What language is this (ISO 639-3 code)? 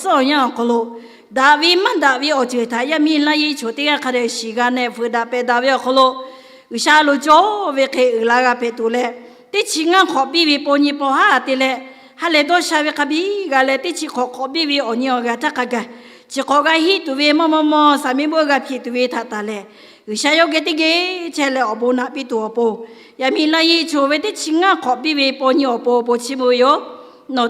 lhu